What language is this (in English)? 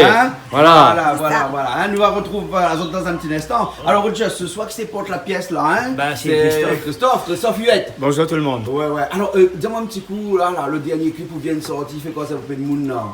Réunion Creole French